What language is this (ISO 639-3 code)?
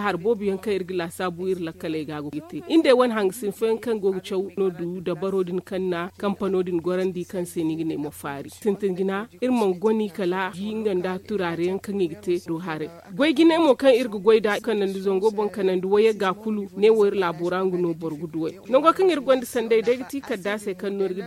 dje